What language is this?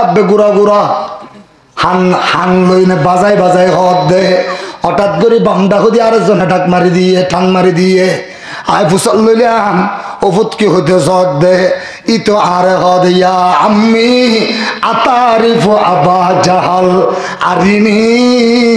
Rohingya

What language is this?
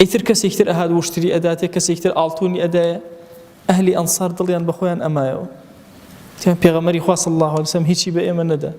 Central Kurdish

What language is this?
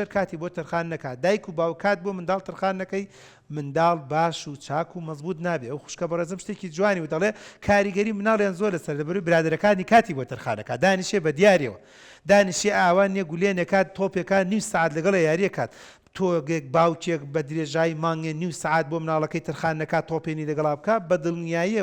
Central Kurdish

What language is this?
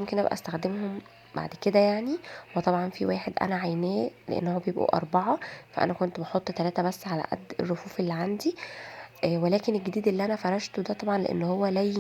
Egyptian Arabic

